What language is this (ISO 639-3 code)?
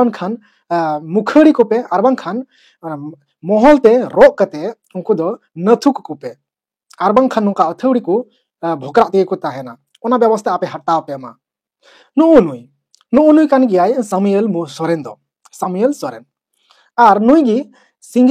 sat